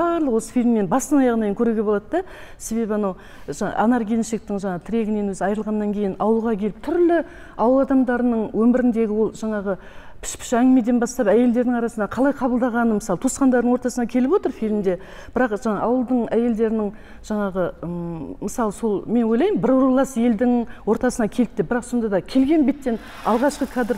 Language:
Kazakh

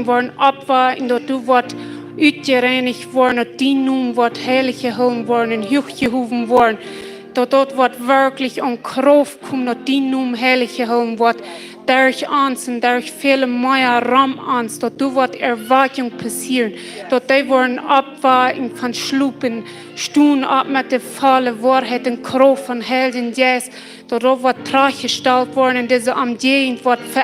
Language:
Plautdietsch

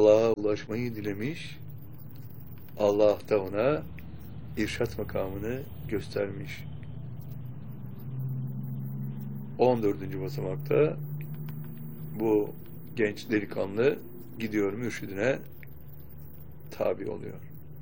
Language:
Turkish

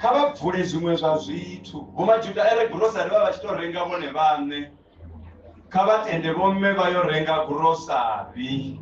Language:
Venda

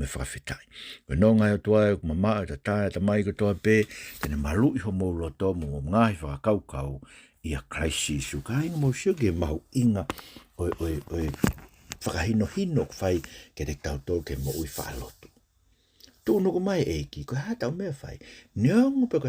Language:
Tongan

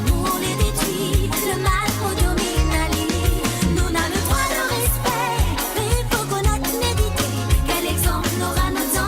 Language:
Morisyen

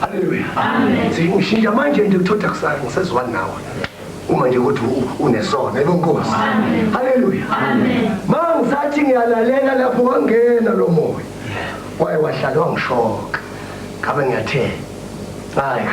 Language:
Zulu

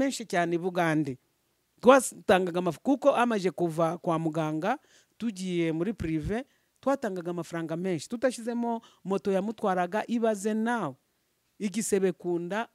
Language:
Kinyarwanda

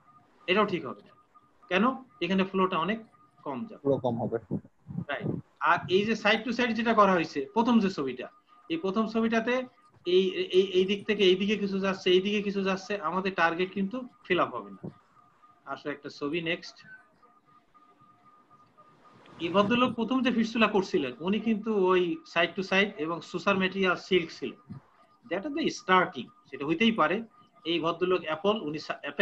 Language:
Bangla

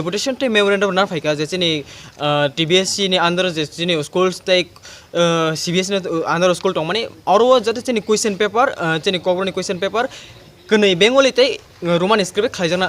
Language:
Kok Borok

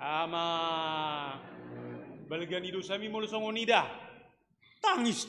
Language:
Batak Toba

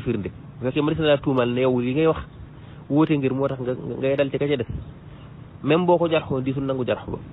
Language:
Wolof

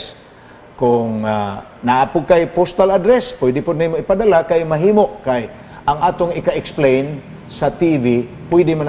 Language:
Cebuano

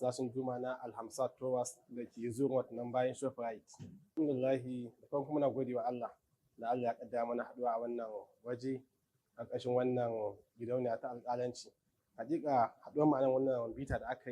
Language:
Hausa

